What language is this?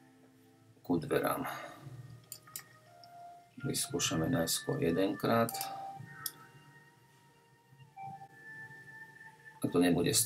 Slovak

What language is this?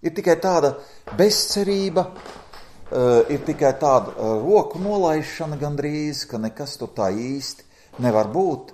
Latvian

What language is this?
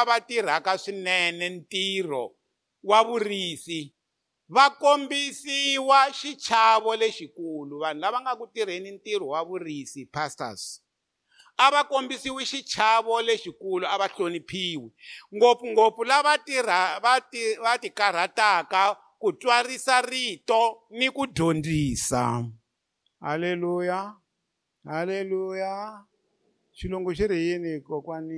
Tsonga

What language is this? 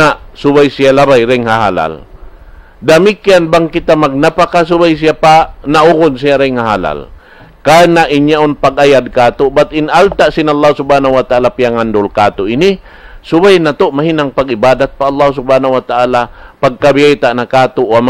Tausug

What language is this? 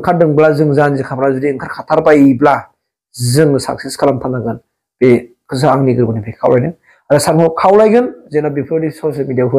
Bodo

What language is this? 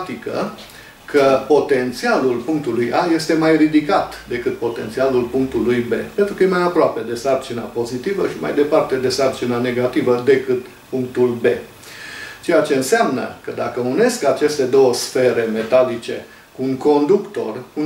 Romanian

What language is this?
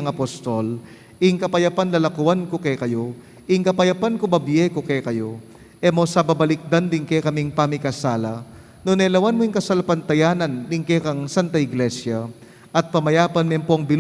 Pampanga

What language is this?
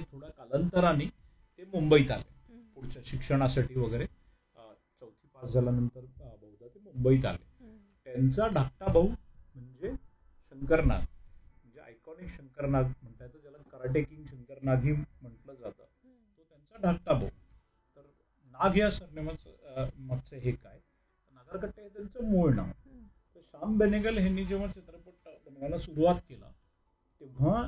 Marathi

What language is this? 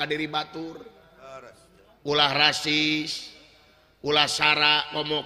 Sundanese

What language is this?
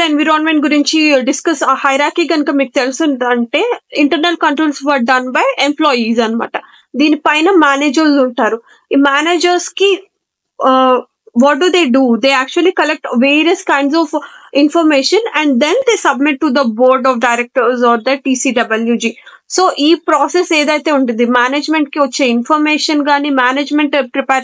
Telugu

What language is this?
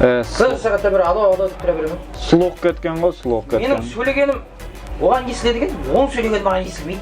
Kara-Kalpak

